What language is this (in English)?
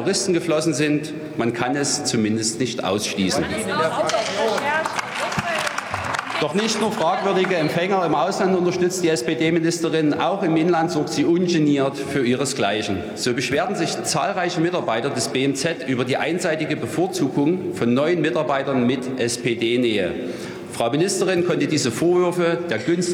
German